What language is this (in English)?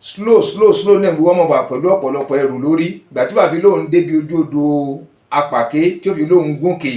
Yoruba